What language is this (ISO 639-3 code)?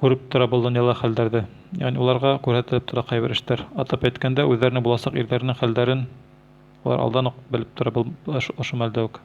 bak